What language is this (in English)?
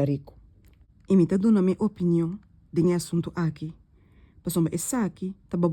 Papiamento